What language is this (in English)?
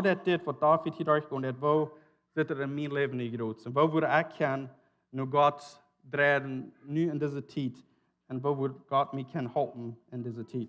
Plautdietsch